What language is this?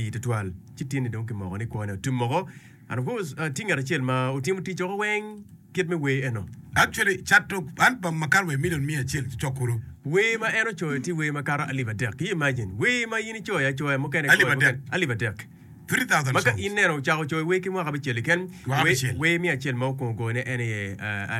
Acoli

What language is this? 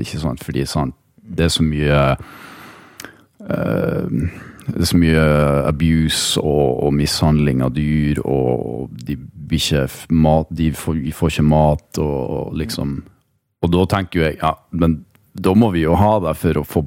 Norwegian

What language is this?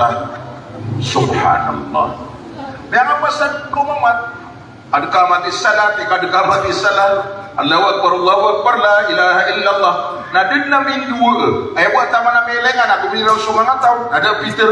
Maranao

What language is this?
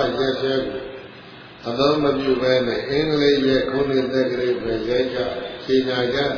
Burmese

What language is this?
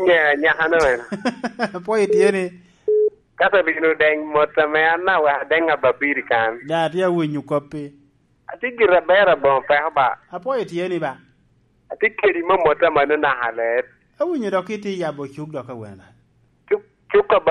Lango (Uganda)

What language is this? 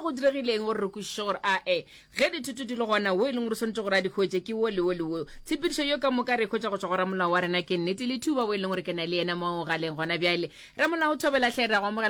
Northern Sotho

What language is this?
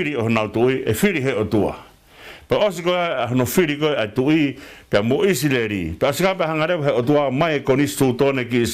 Tongan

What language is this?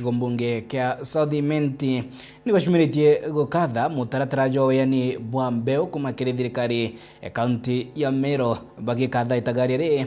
Meru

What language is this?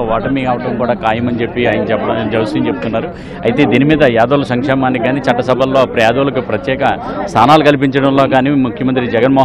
Telugu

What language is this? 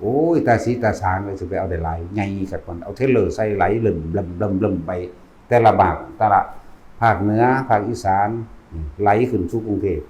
Northeastern Thai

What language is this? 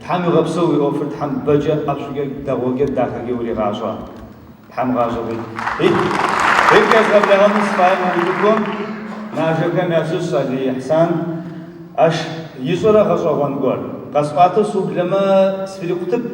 Adyghe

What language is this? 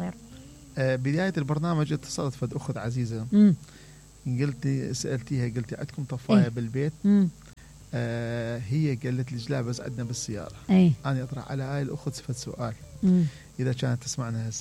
Mesopotamian Arabic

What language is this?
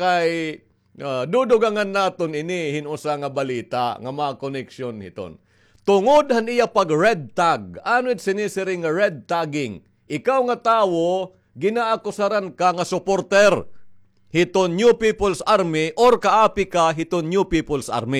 Waray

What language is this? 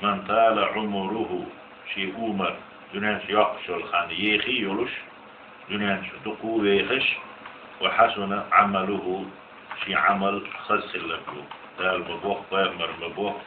Chechen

